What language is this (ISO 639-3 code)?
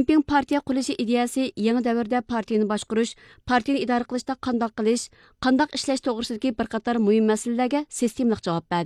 uig